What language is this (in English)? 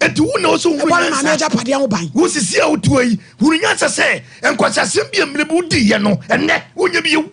Akan